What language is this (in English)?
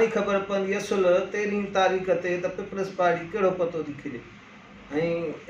Sindhi